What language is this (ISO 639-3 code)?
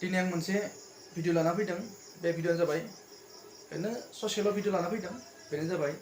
brx